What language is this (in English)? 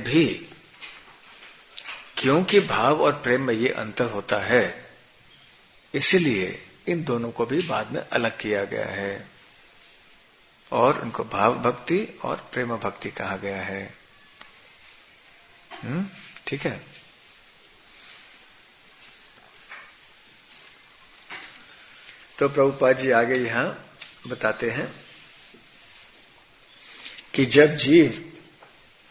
Hindi